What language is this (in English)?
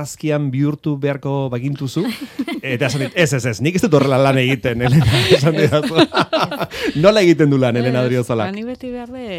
Basque